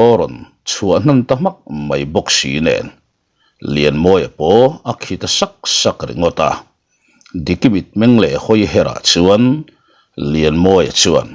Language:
Mizo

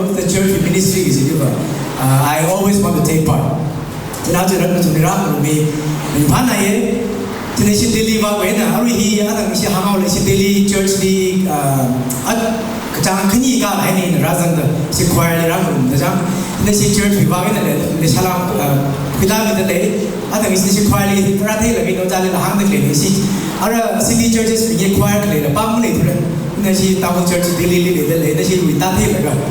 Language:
Tangkhul Naga (India)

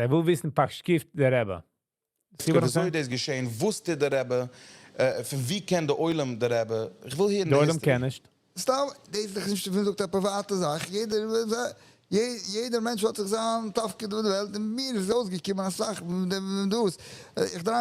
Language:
Yiddish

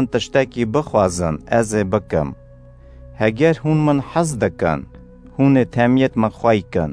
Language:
Kurdish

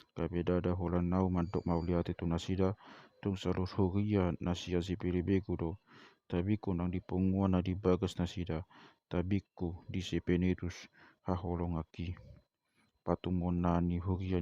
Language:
Batak Toba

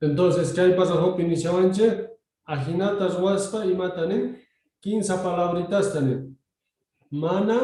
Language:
South Bolivian Quechua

